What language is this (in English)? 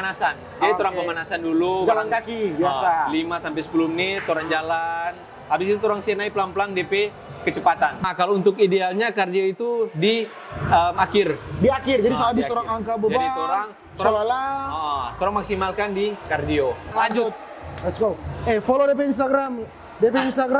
Manado Malay